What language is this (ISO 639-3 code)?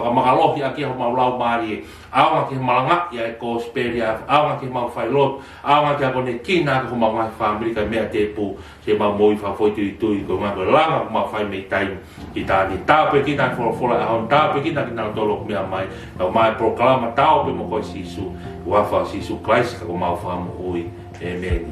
ton